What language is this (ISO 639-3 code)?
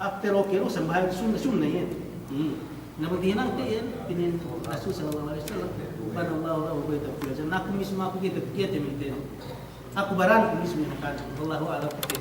yka